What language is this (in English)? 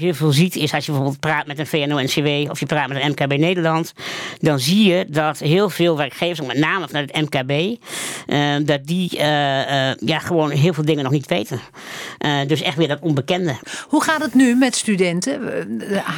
Dutch